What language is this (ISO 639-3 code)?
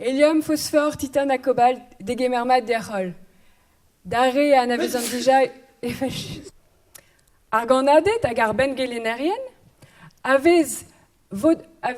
bre